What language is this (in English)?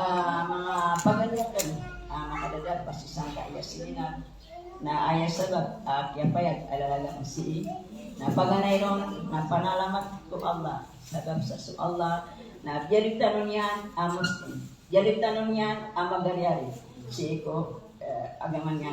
Maranao